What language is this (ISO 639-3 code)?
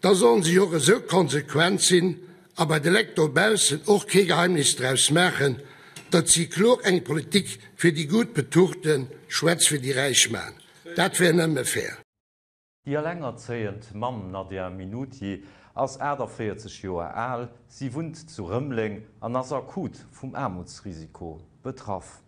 ltz